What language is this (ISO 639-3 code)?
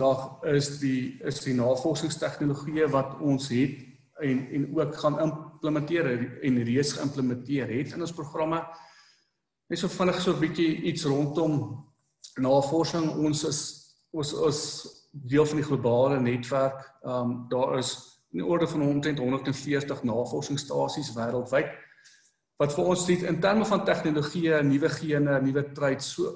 afr